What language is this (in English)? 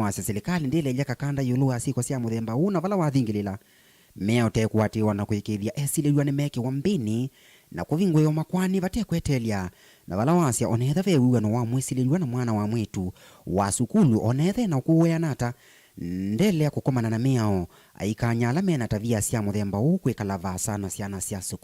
Kamba